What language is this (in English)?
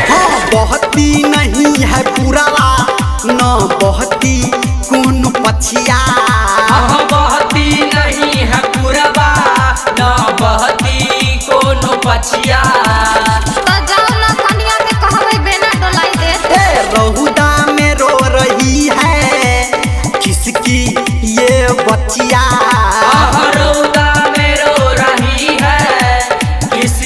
Maithili